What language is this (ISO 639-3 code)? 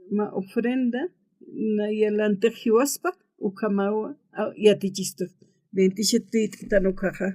aym